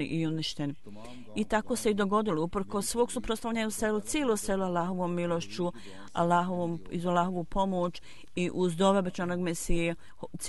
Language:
Bosnian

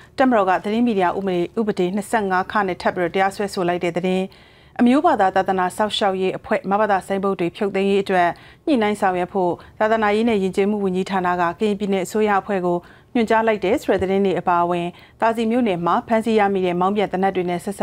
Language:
Burmese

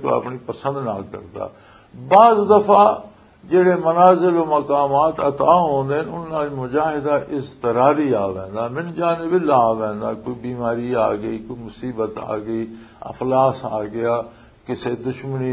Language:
Western Panjabi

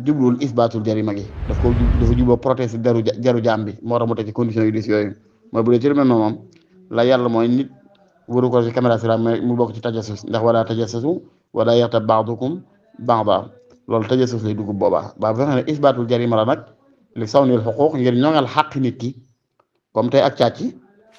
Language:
Wolof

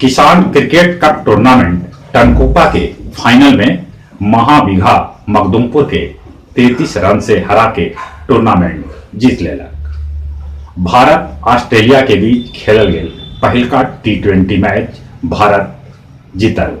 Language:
Magahi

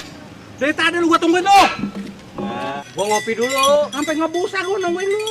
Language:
Betawi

